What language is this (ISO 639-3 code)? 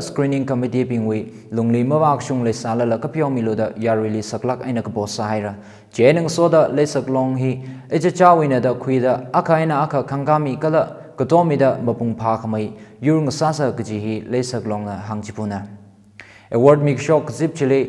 nmf